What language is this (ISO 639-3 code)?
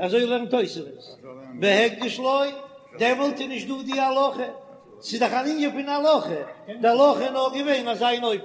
yid